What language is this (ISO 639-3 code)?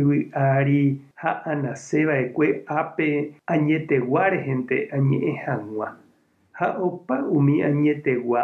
grn